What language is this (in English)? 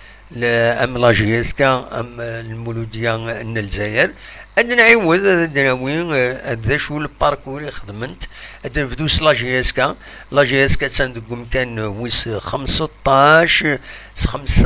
Kabyle